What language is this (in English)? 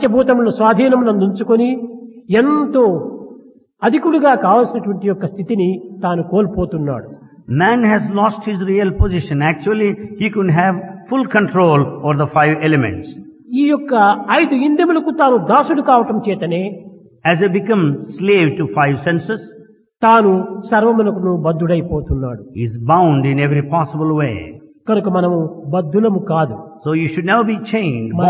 Telugu